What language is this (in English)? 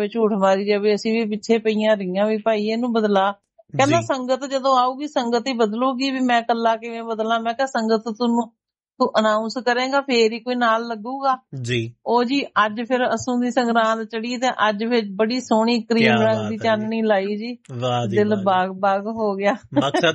Punjabi